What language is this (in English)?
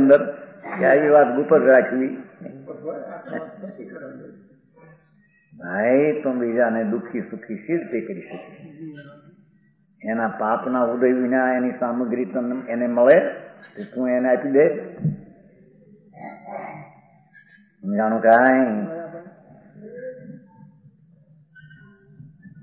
Gujarati